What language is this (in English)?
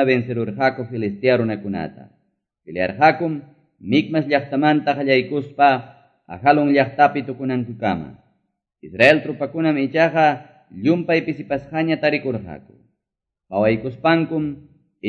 Quechua